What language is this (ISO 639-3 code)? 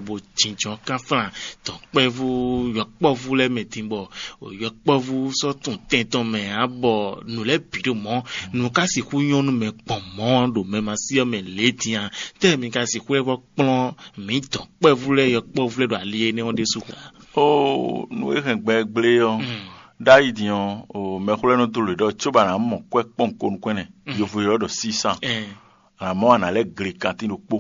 fon